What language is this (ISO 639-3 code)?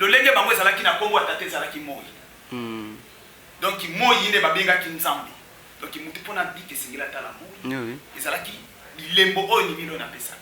lin